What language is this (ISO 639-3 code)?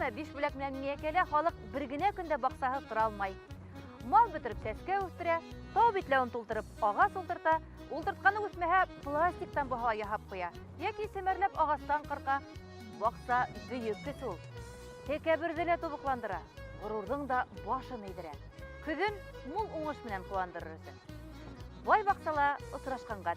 bak